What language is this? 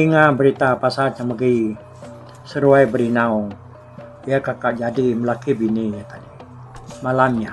Iban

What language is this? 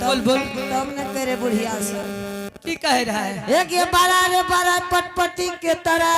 Angika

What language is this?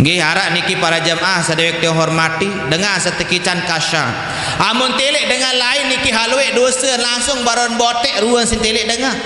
Sasak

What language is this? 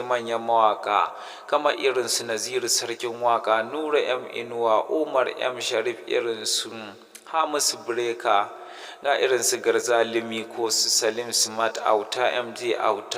Hausa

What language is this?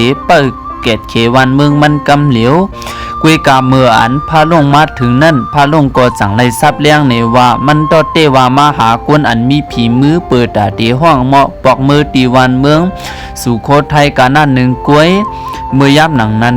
Shan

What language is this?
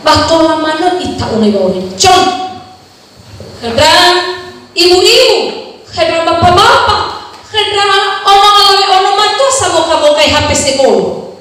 Nias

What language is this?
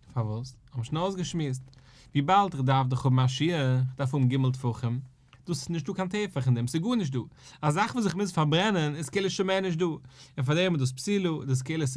Yiddish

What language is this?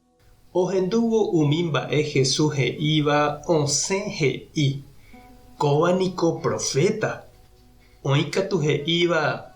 Guarani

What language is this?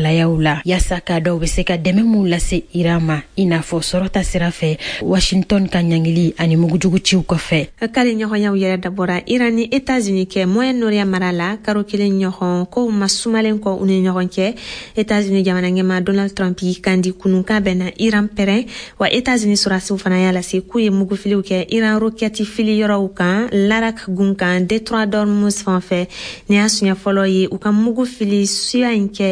Bambara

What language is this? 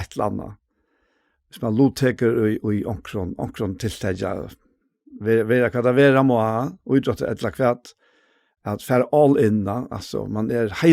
Faroese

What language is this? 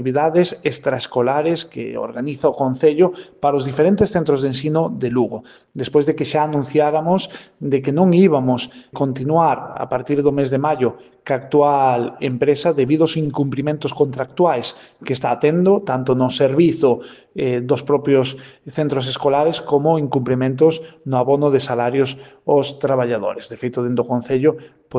Galician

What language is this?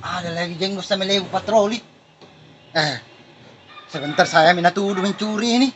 Makassar Malay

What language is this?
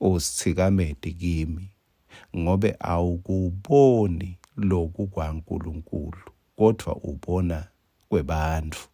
Swati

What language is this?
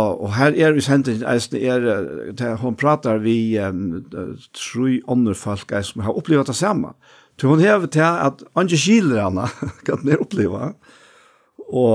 Faroese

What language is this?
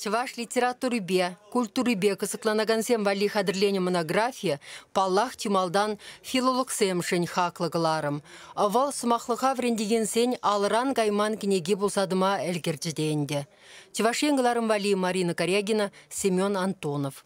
Chuvash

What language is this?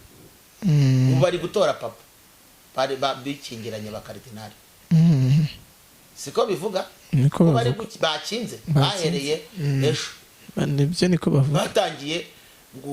Kinyarwanda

